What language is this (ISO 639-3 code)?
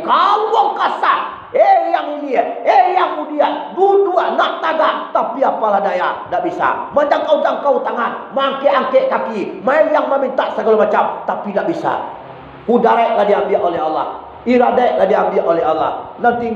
min